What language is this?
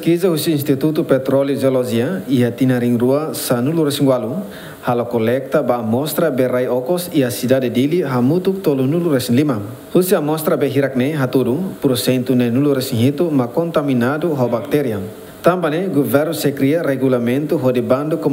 Tetum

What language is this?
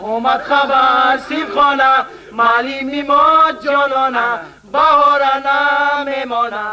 Tajik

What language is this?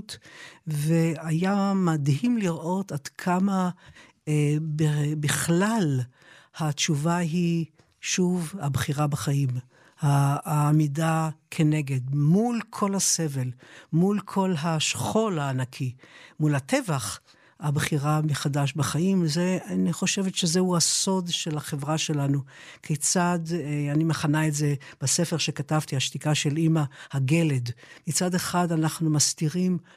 Hebrew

